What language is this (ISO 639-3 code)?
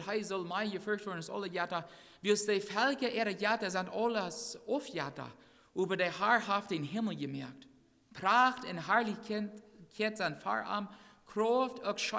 pdt